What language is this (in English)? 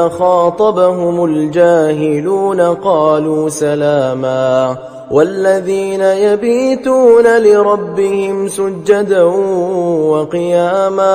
Arabic